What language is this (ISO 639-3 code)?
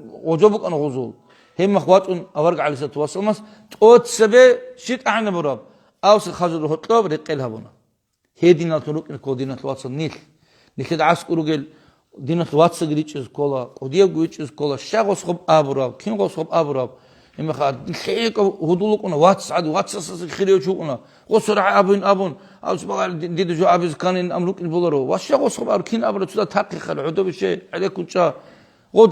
ava